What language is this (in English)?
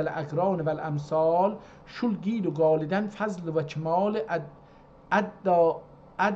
South Azerbaijani